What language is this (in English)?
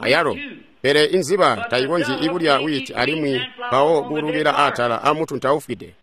Tonga (Zambia)